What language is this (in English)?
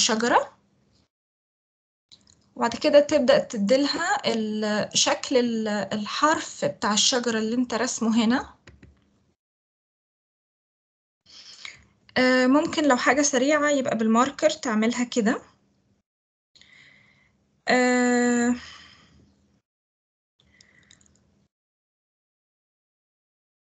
Egyptian Arabic